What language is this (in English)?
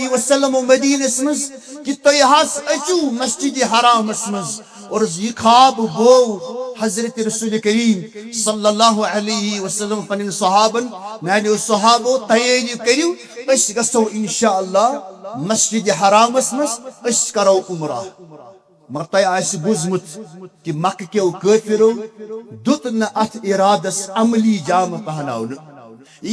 Kashmiri